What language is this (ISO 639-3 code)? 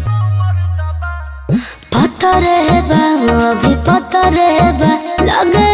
bho